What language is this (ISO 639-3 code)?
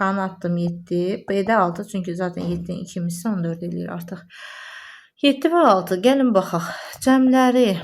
aze